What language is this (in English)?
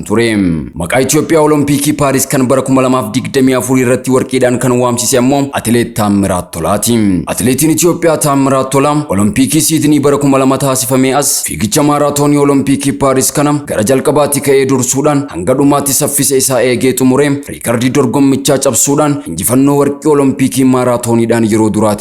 Oromo